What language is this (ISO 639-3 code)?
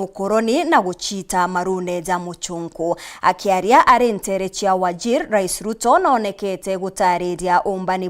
mer